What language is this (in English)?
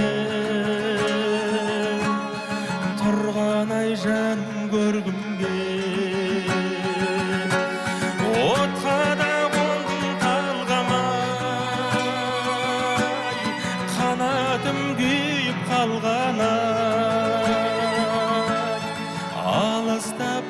Kazakh